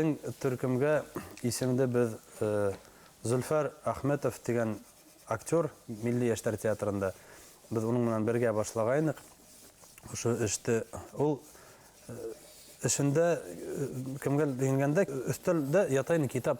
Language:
Bashkir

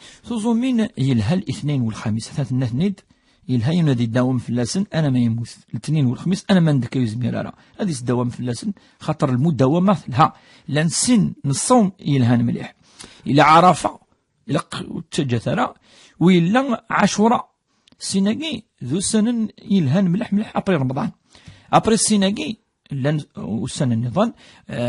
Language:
Kabyle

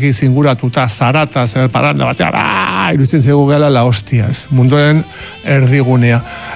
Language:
Basque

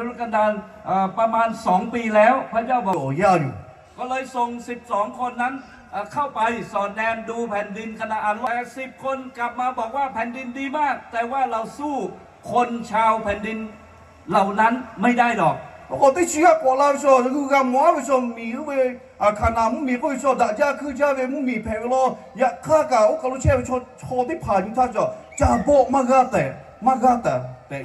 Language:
Lahu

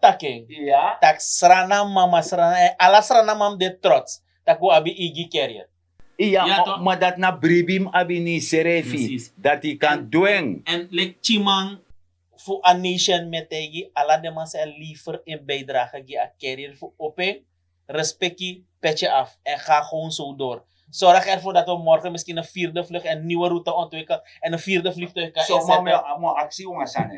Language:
Sranan Tongo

